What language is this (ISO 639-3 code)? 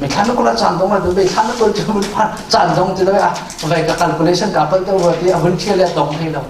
cnh